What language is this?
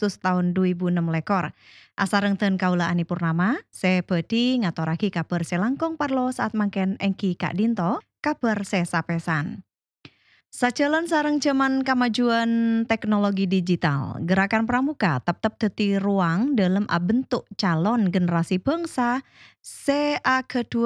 Madurese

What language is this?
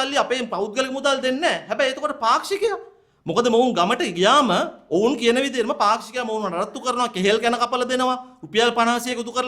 Sinhala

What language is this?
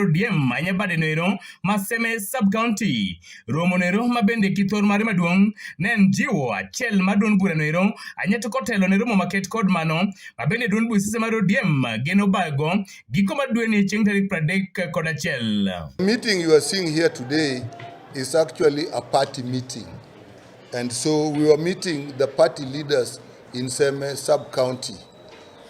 Luo (Kenya and Tanzania)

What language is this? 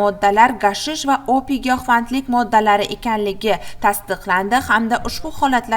Uzbek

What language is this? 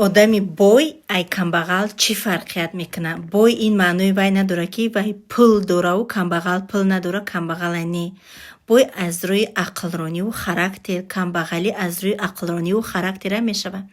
Tajik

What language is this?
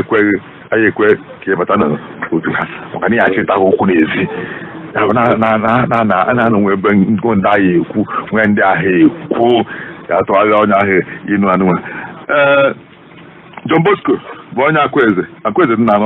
Igbo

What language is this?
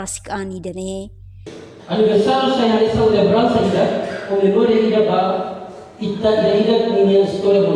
Tetum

